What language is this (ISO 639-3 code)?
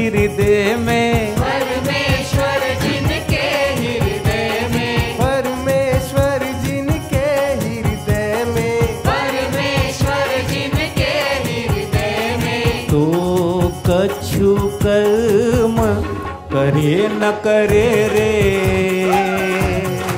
mar